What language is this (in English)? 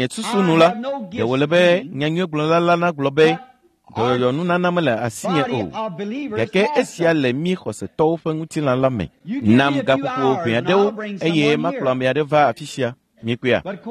Ewe